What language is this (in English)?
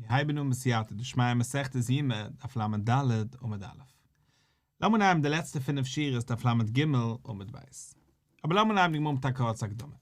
Yiddish